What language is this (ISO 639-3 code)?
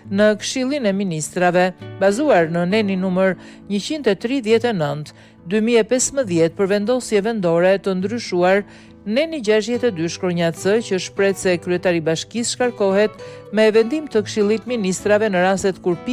sqi